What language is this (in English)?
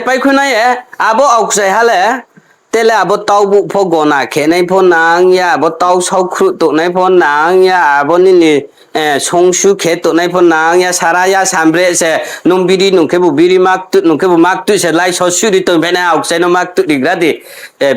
Riang (India)